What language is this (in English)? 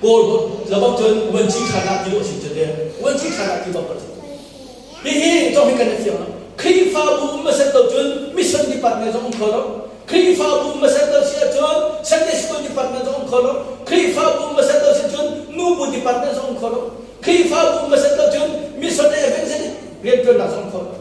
Hakha Chin